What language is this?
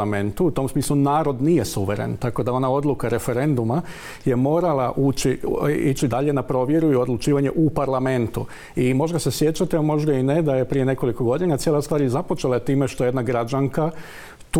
Croatian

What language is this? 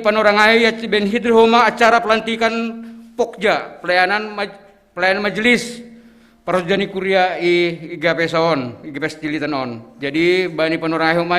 Batak Simalungun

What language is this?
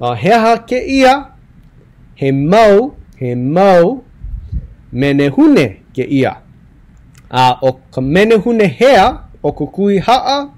Hawaiian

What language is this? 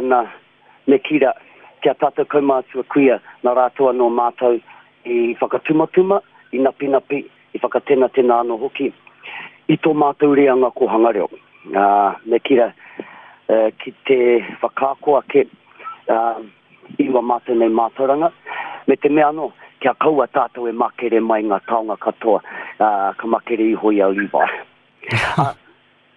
Māori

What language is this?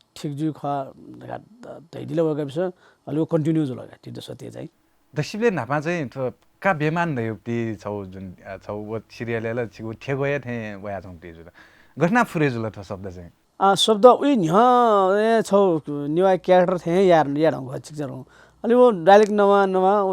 Newari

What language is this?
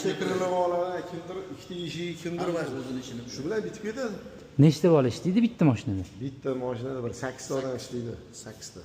Uzbek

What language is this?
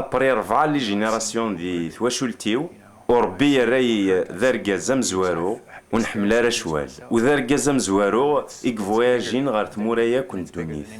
Kabyle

